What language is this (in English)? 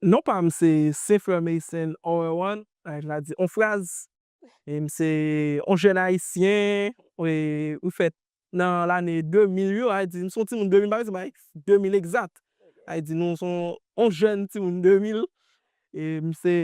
Haitian Creole